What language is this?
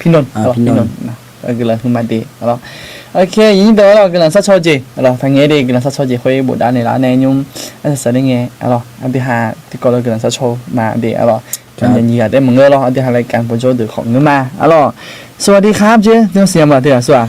Akha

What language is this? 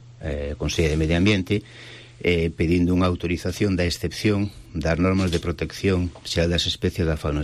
Galician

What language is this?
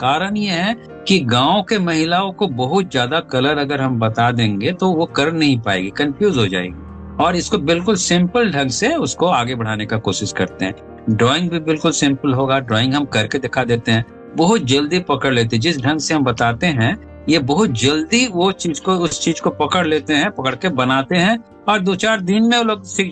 Hindi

